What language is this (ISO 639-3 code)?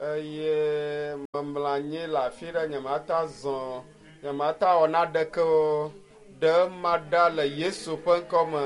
ewe